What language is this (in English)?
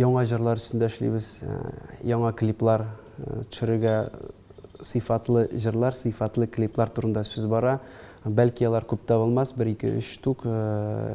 Tatar